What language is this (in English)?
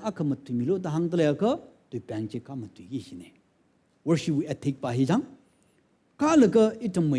Tangkhul Naga (India)